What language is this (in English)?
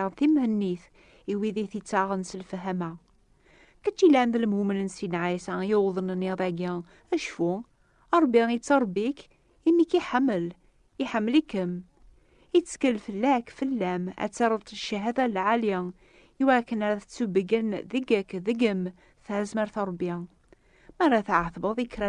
Kabyle